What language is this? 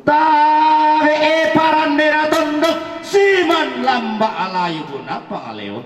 Toraja-Sa'dan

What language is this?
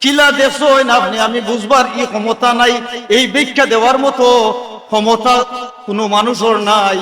Sylheti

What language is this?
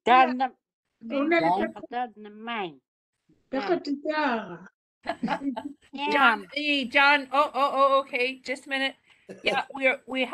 Māori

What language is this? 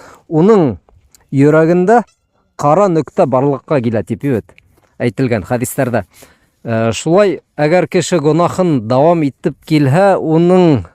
Bashkir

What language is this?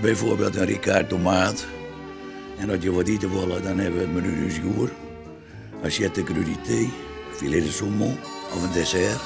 Western Frisian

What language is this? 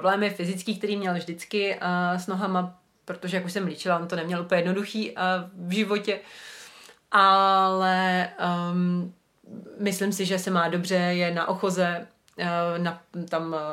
Czech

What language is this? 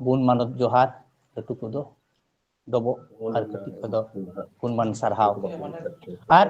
Santali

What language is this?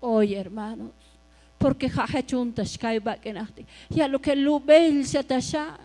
Tzotzil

